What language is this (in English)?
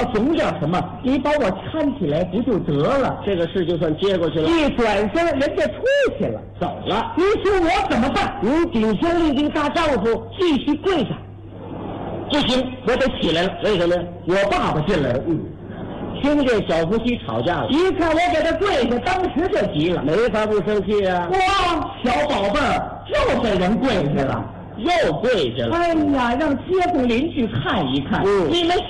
Chinese